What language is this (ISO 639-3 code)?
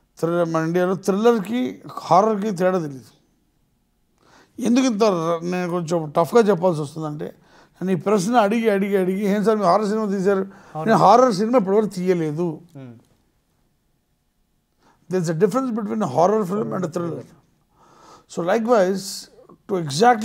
tel